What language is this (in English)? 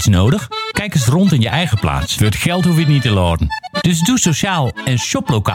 Dutch